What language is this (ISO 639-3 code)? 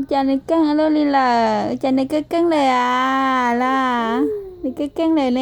hmn